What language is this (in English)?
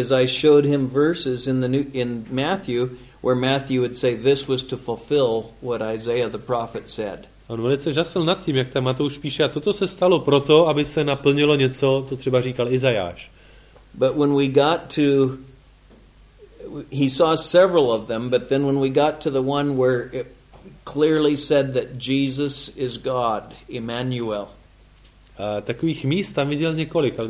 Czech